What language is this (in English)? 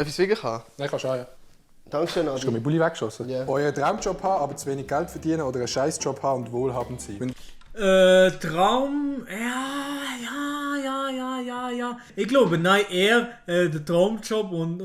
Swiss German